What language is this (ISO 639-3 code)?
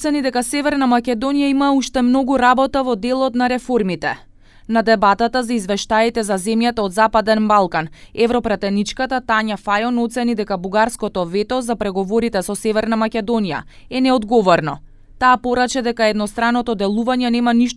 mkd